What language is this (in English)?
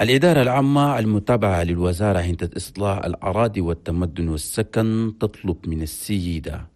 Chadian Arabic